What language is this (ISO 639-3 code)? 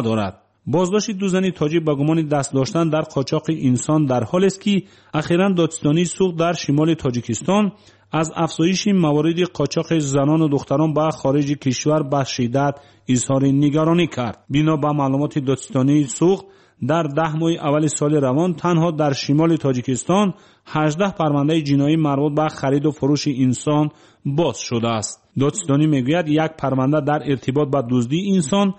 tgk